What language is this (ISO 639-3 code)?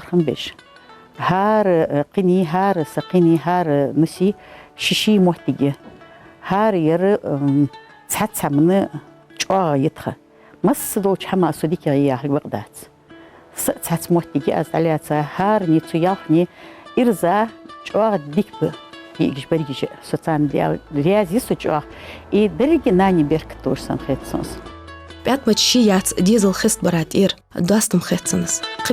inh